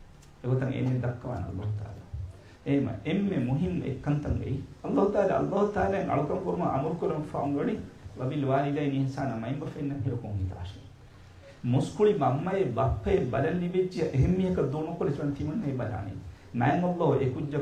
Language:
Divehi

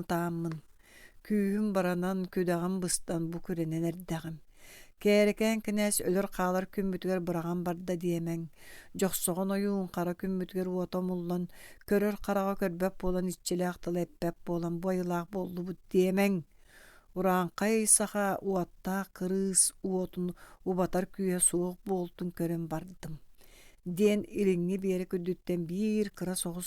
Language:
Yakut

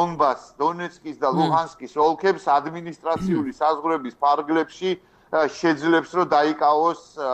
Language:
Georgian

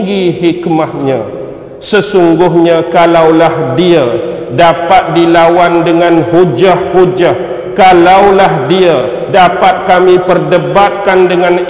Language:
Malay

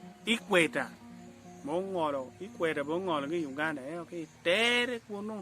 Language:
Acoli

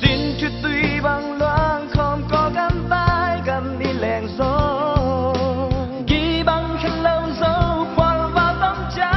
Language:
Tedim Chin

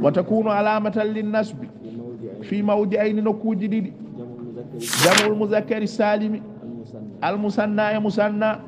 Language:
Fula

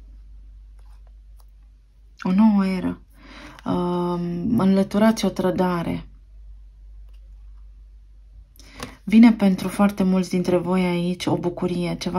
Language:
Romanian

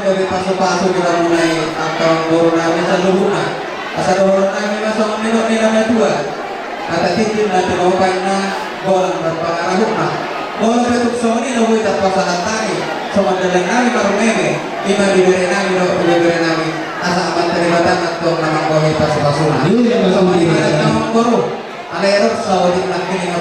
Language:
Batak Toba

